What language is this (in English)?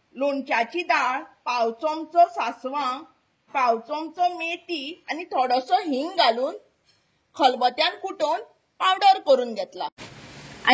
Konkani